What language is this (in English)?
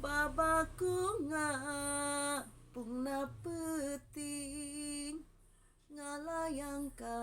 Sundanese